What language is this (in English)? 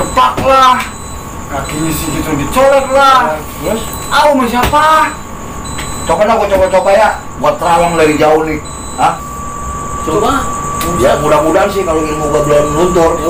Betawi